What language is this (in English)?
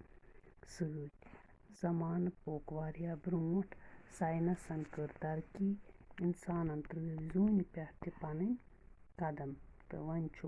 Kashmiri